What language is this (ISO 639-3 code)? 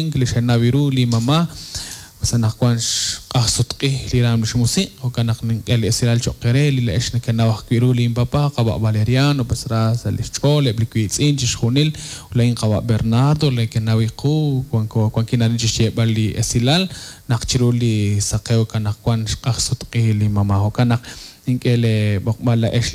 kek